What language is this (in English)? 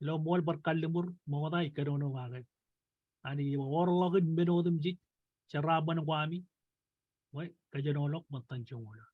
Marshallese